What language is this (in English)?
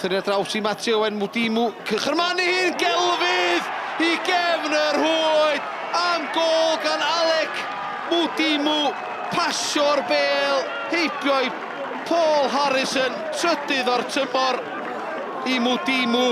Welsh